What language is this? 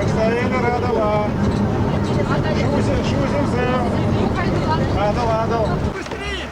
Chuvash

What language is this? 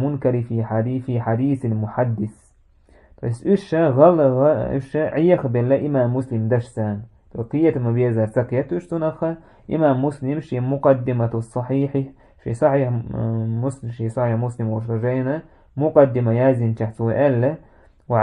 Chechen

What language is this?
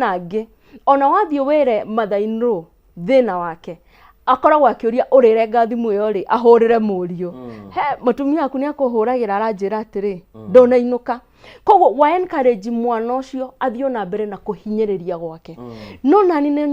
Kikuyu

